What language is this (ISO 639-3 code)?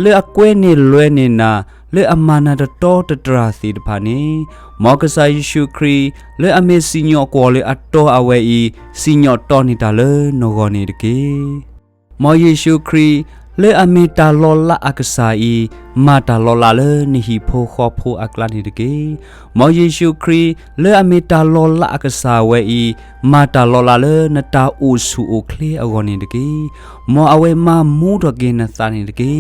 ksw